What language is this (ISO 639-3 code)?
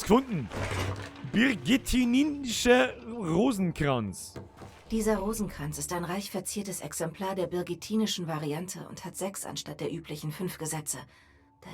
bar